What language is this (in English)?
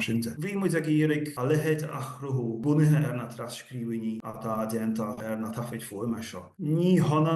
Irish